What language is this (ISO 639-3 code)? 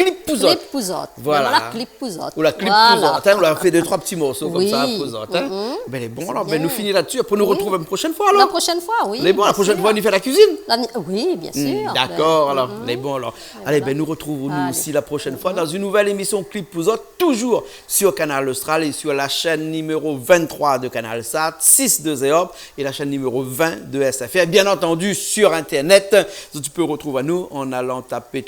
rcf